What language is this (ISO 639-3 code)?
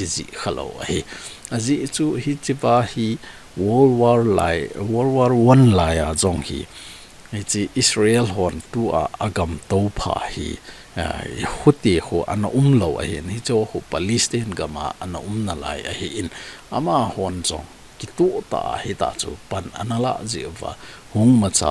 tcz